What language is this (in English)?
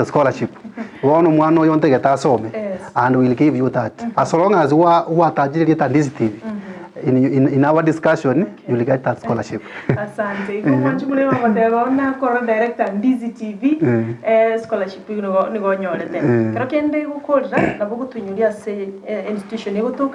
Gusii